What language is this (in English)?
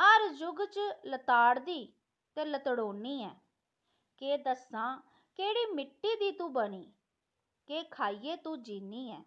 Dogri